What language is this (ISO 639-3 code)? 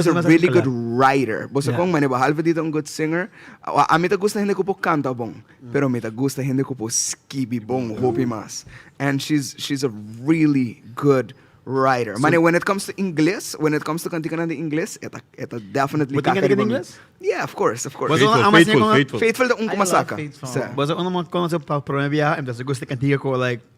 pap